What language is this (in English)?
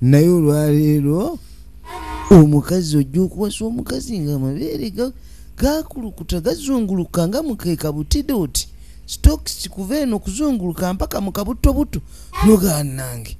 Ganda